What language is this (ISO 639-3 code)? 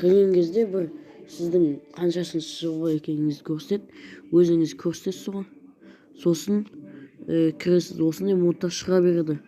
kaz